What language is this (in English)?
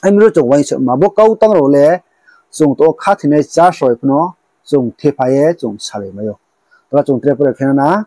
Riang (India)